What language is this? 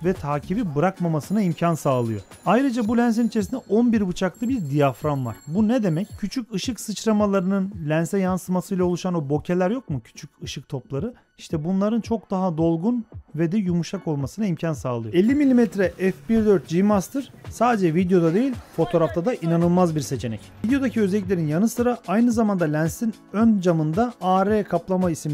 Turkish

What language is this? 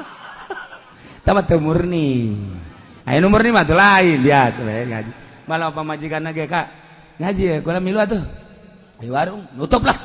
Sundanese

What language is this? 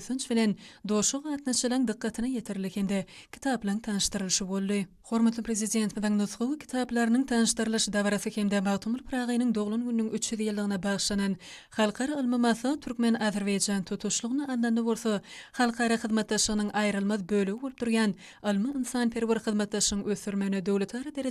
Turkmen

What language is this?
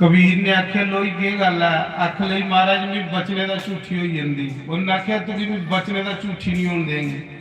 Dogri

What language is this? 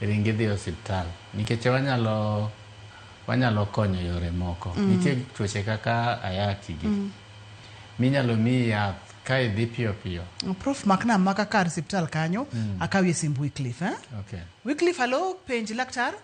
Luo (Kenya and Tanzania)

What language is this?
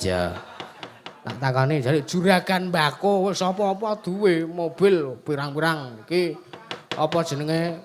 Javanese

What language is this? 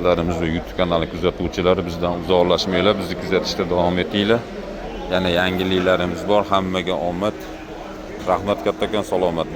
Uzbek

